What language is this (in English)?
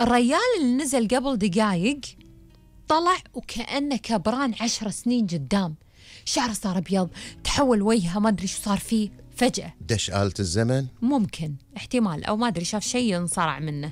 Gulf Arabic